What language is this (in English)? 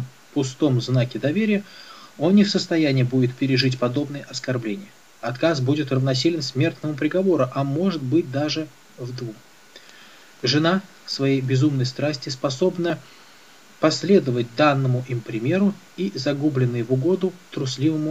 Russian